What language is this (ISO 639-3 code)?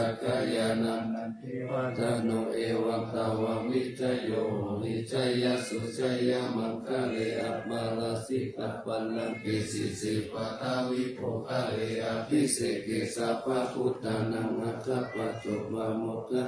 pli